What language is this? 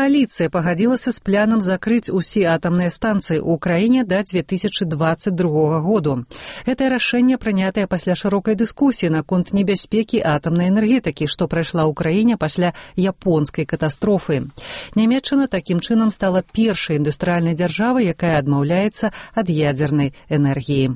Belarusian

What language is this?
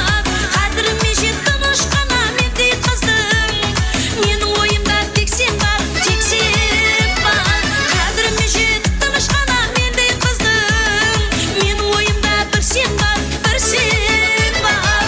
Kara-Kalpak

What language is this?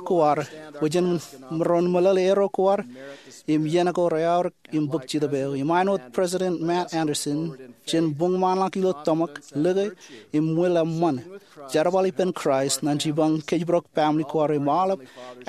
Marshallese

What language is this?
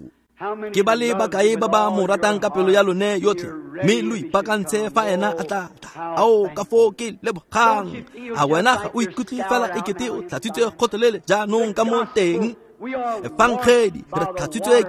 Tswana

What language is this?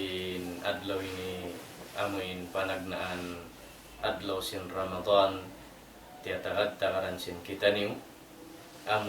Tausug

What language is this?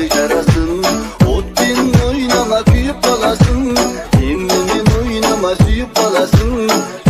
Kazakh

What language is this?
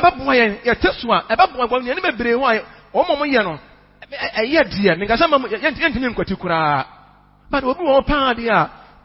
Akan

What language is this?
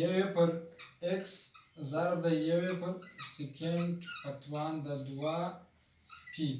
Pashto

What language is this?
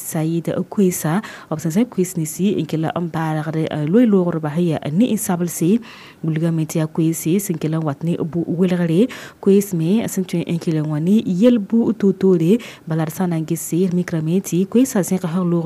Mossi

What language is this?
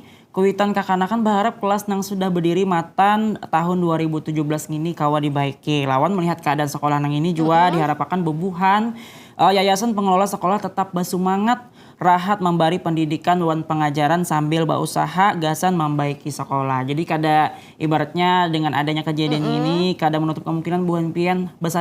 Banjar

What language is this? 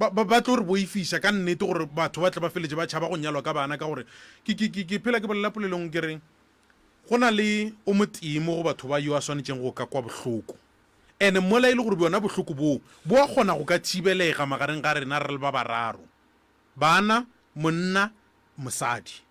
Northern Sotho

